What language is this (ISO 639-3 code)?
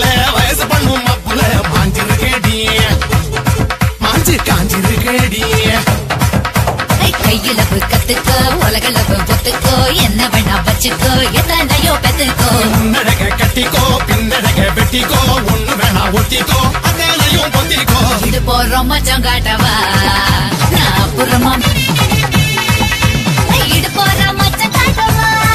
tam